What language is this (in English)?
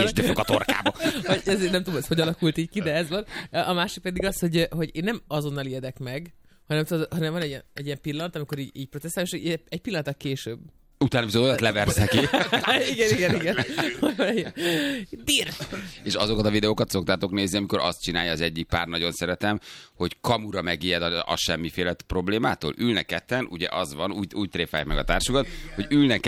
Hungarian